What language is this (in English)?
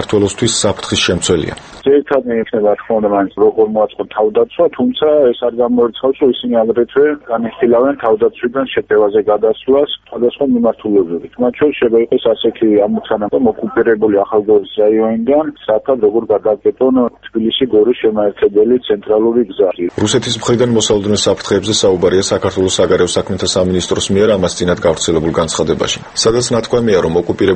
Georgian